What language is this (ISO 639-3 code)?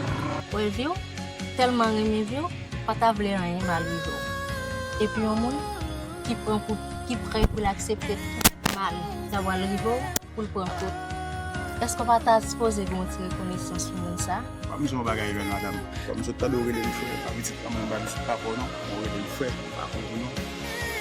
hat